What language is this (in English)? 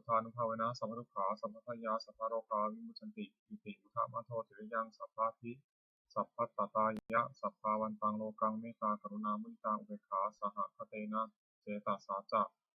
Pali